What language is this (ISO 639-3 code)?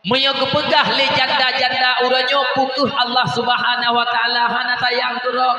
ace